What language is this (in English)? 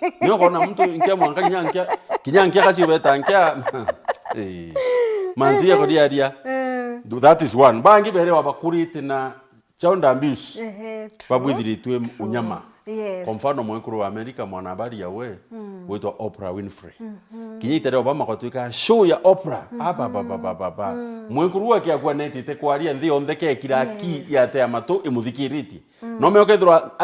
Meru